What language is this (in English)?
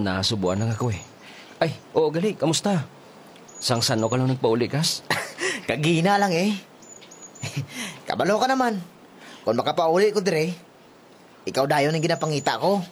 Hiligaynon